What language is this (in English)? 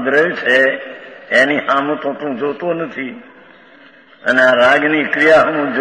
Gujarati